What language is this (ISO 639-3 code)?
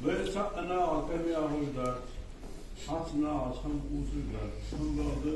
inh